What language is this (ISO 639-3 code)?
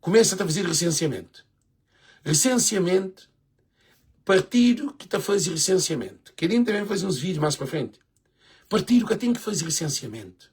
kea